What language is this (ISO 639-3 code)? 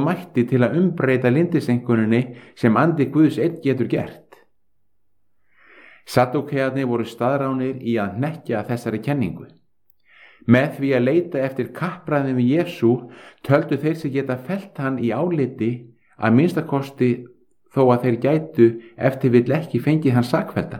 isl